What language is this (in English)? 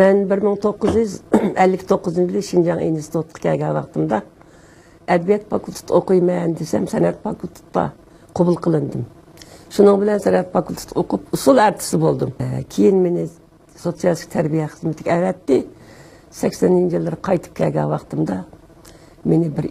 Uyghur